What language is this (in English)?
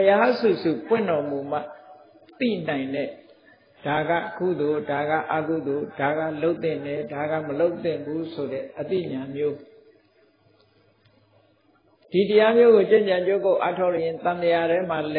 Burmese